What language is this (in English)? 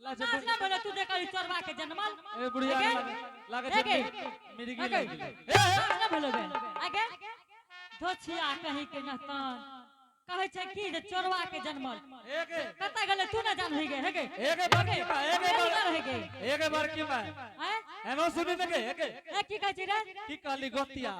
Angika